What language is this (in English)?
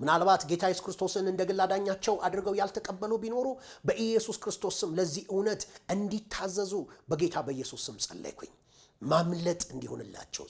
Amharic